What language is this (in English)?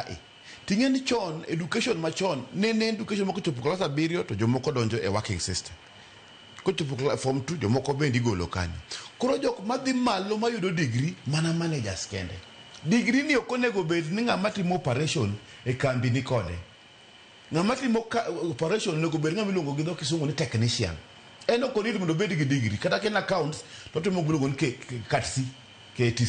Luo (Kenya and Tanzania)